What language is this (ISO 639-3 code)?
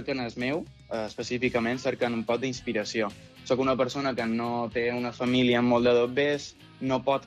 cat